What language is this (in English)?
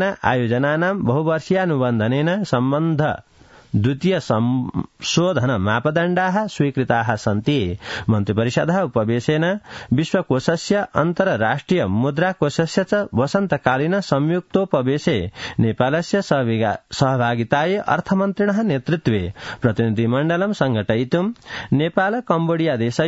Sanskrit